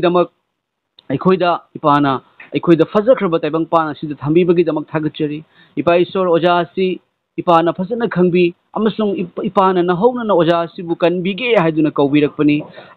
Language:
Manipuri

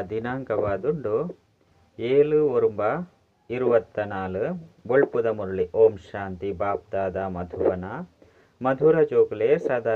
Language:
Tulu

